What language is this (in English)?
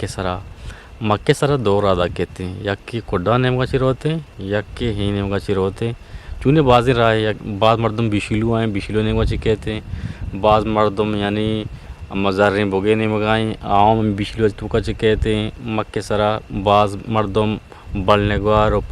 Eastern Balochi